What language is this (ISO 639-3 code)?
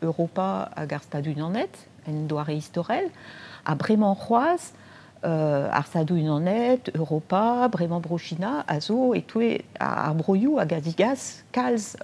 bre